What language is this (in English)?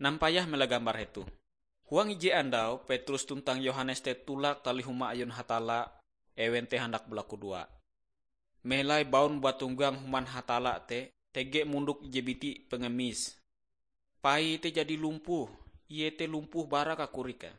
Ngaju